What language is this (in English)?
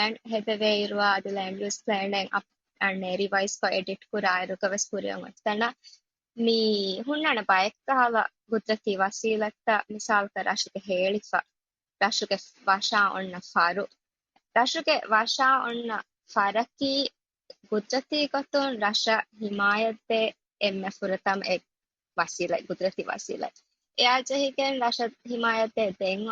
Divehi